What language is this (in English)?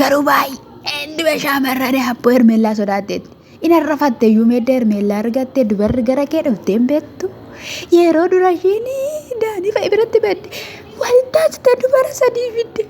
Oromo